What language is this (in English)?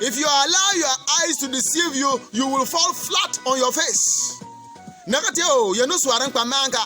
Bimoba